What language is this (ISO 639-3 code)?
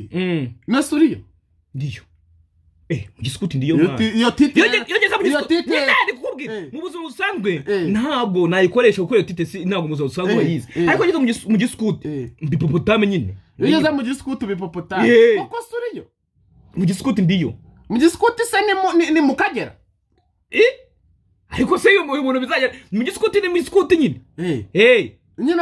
kin